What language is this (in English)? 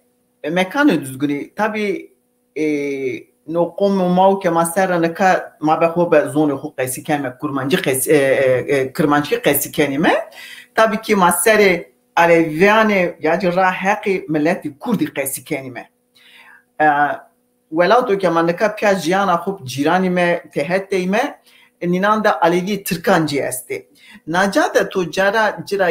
Zaza